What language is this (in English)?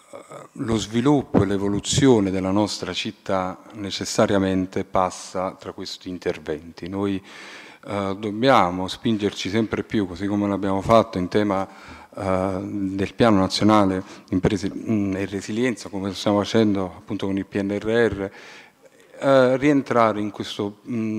Italian